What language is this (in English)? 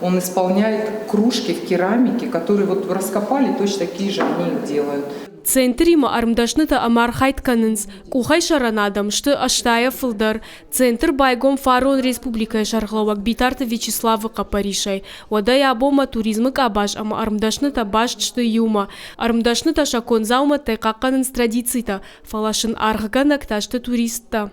Ossetic